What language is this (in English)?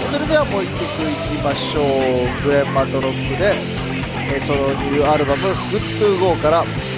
Japanese